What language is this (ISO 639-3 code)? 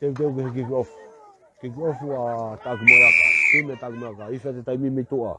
ton